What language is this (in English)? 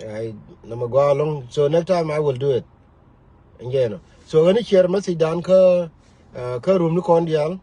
Nuer